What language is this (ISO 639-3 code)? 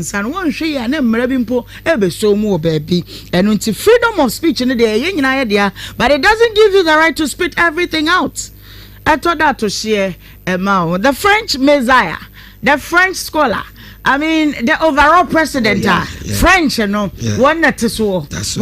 aka